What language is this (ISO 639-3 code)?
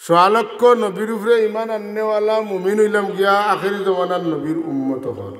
syl